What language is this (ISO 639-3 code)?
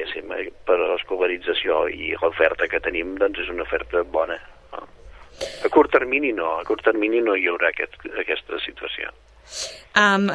cat